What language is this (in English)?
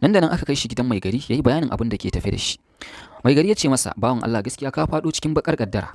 Hausa